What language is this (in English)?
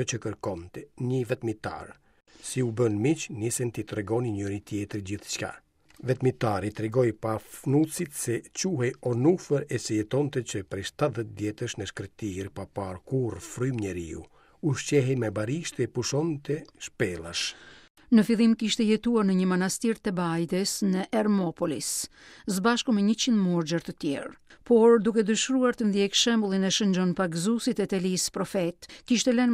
Albanian